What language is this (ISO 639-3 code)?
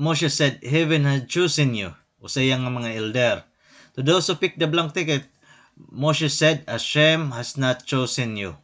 war